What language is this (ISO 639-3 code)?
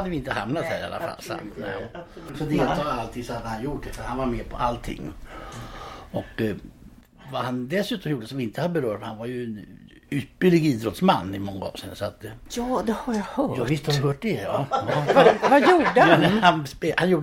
swe